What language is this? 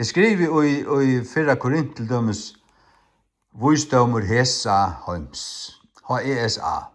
Faroese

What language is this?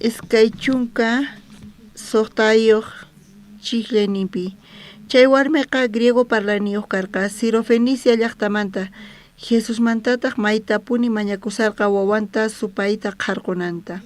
South Bolivian Quechua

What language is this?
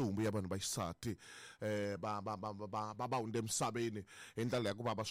Tsonga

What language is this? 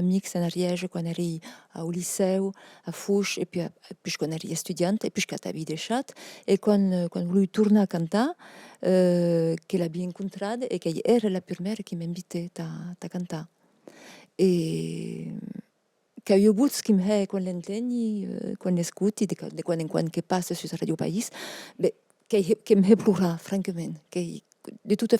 Occitan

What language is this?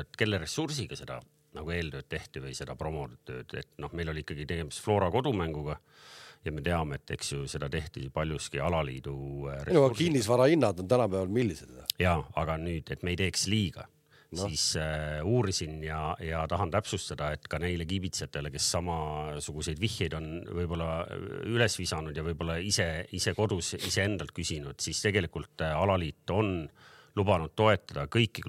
Estonian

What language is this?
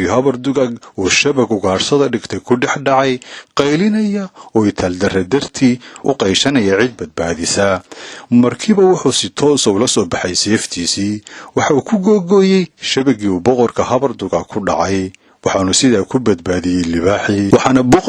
Somali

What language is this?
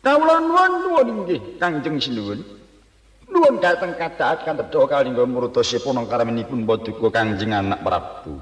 Javanese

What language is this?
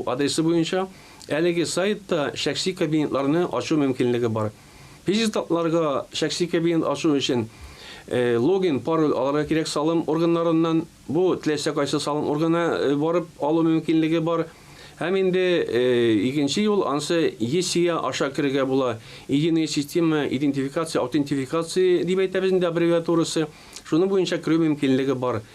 Tatar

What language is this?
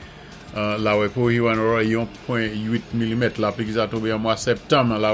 Saint Lucian Creole French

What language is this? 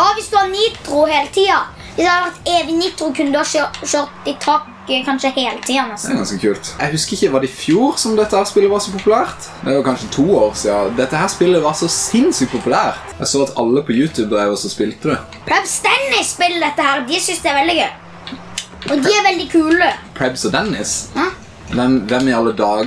Norwegian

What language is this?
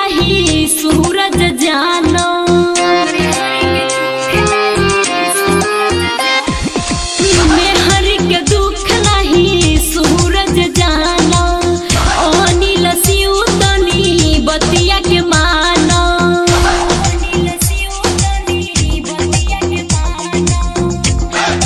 Bhojpuri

